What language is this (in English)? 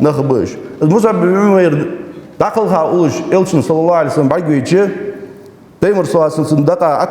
Ingush